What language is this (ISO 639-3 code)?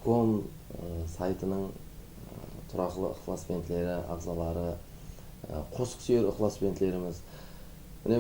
kaa